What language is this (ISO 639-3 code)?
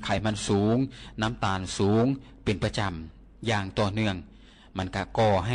lao